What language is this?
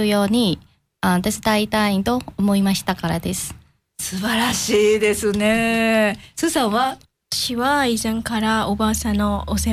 Japanese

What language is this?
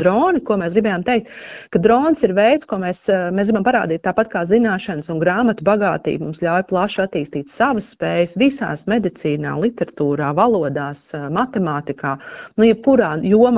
Latvian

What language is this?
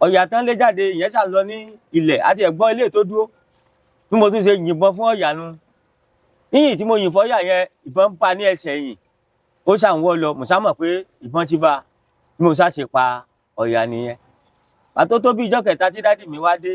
Yoruba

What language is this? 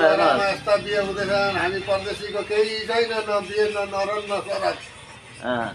Nepali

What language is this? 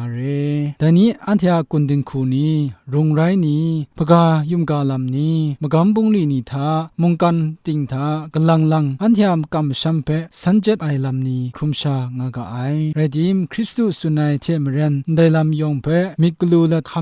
Kachin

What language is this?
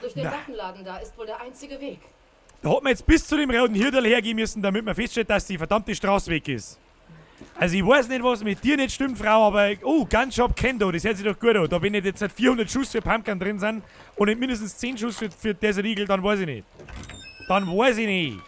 Bavarian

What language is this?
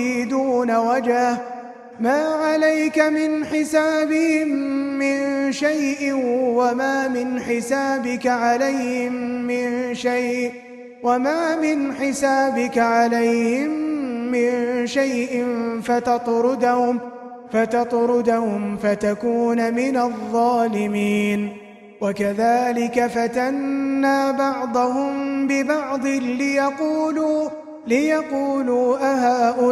Arabic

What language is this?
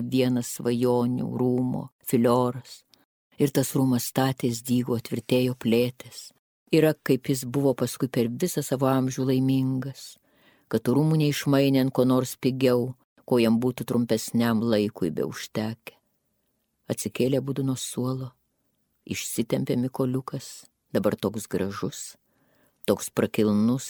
Lithuanian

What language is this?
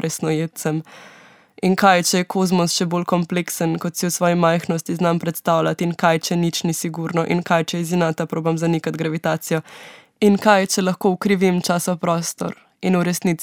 Slovenian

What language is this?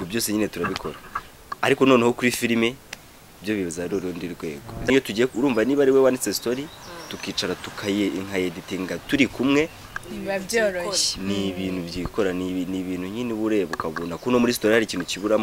Kinyarwanda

